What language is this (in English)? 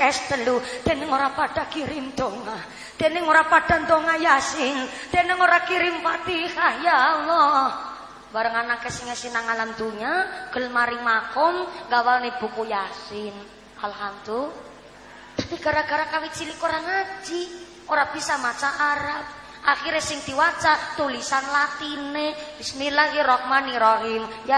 Javanese